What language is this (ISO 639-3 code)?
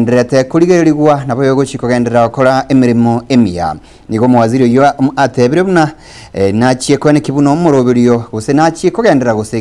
guz